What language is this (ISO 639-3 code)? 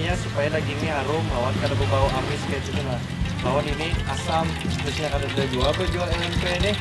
bjn